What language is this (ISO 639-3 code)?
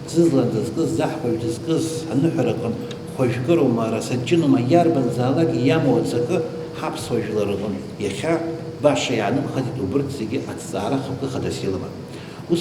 abk